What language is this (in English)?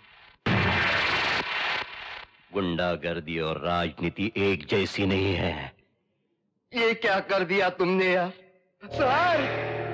Hindi